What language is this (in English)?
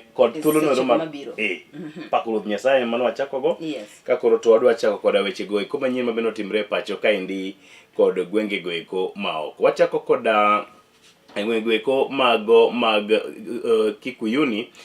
Luo (Kenya and Tanzania)